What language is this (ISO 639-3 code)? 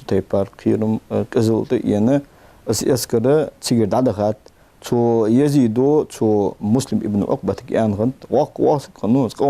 inh